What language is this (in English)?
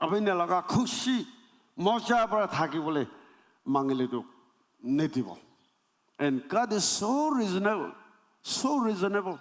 Naga Pidgin